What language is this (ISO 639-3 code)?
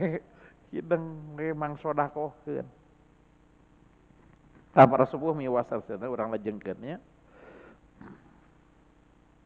sun